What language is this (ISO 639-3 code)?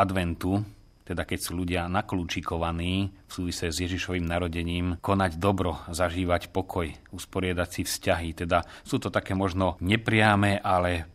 slk